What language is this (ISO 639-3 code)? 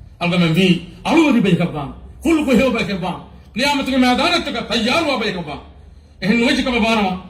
div